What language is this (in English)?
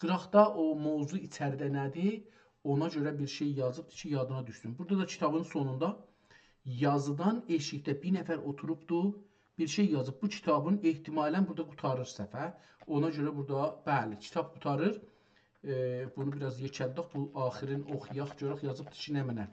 South Azerbaijani